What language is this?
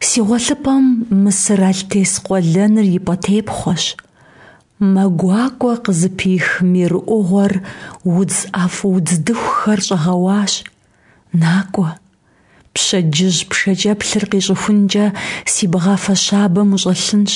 Kabardian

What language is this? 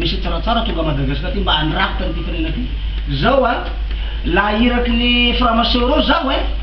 Malagasy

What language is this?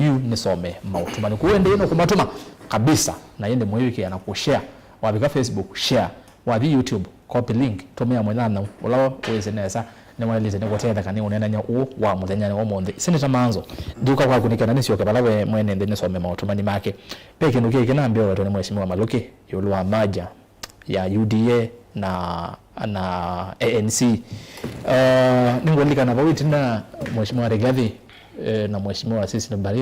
Kamba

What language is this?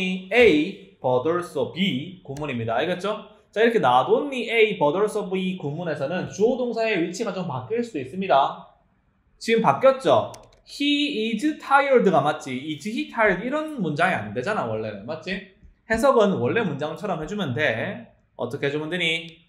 Korean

